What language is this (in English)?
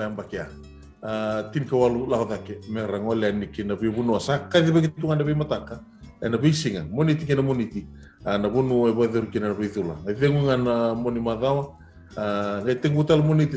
Fijian